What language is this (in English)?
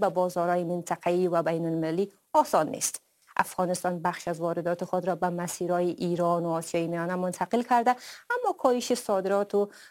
Persian